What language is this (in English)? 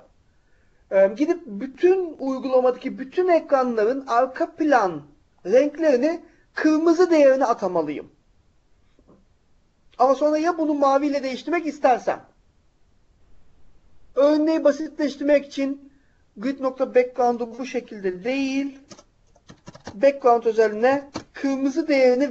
Turkish